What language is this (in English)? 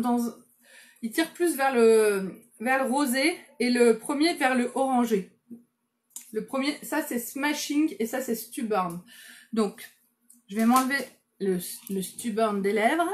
French